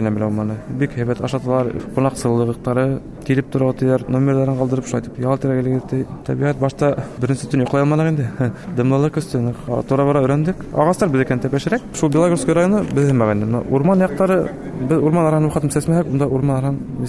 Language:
Bashkir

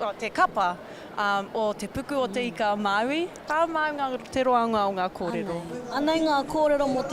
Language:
Māori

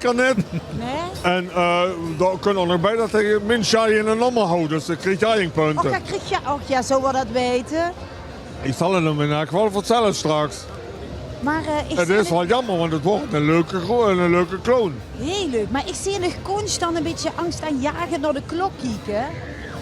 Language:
Limburgish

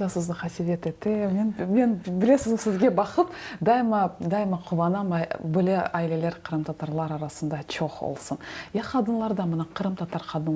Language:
Crimean Tatar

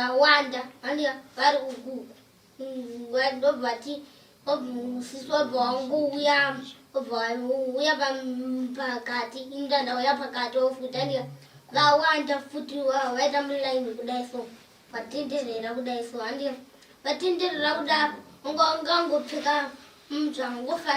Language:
Shona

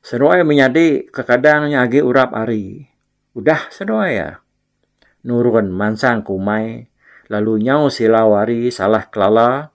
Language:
Iban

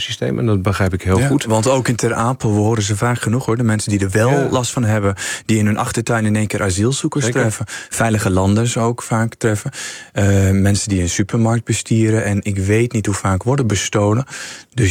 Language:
Dutch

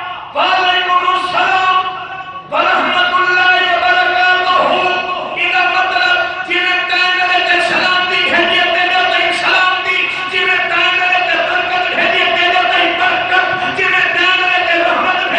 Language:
Saraiki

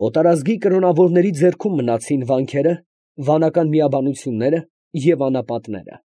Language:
Armenian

